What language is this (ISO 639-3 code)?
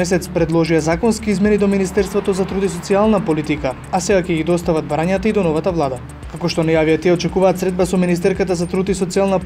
mkd